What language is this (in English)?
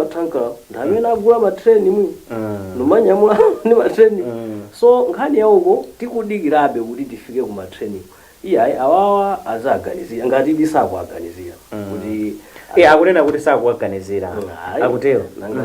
Nyanja